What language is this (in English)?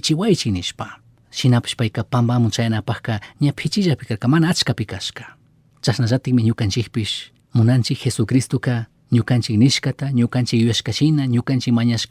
Chimborazo Highland Quichua